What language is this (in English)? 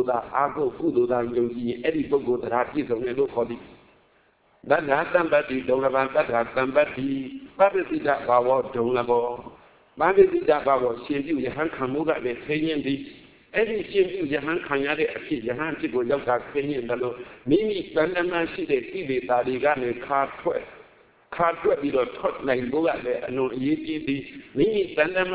Burmese